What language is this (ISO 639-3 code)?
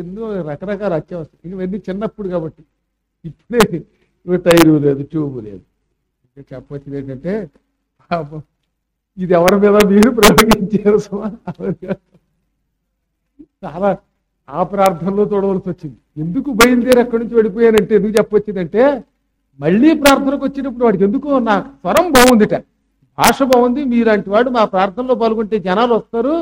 tel